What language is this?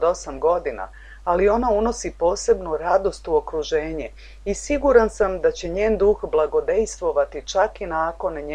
Serbian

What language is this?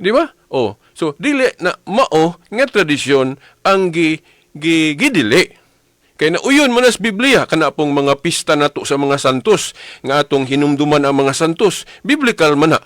Cebuano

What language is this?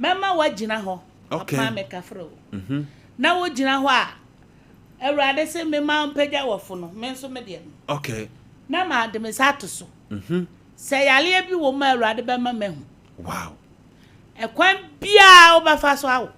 Akan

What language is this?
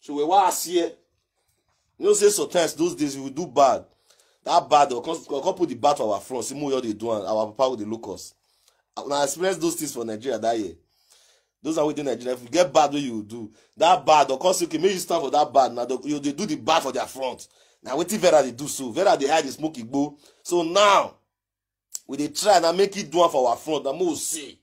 Nigerian Pidgin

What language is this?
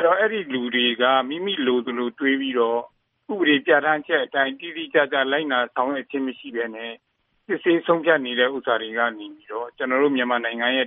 Burmese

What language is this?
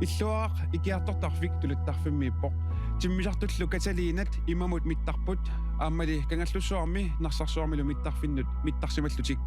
Kalaallisut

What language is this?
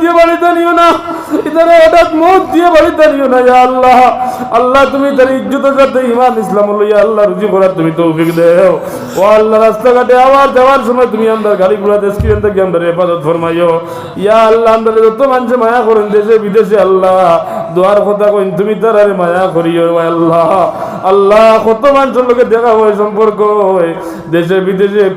Sylheti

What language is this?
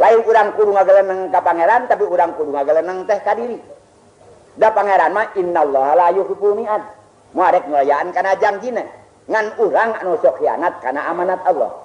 Sundanese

